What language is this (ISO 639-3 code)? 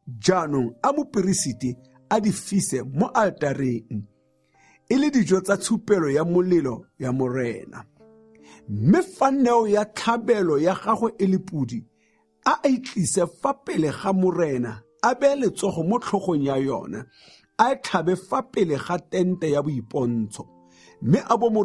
tsn